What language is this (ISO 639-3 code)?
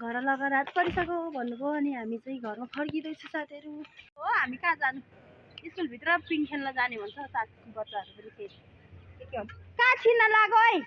nep